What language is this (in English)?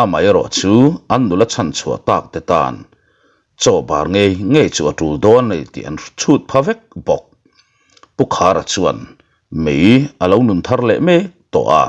Mizo